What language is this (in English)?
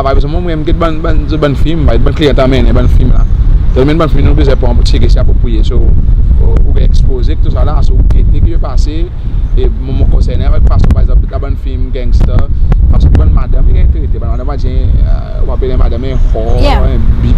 Seselwa Creole French